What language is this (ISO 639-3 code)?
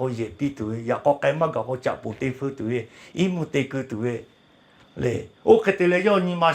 lhu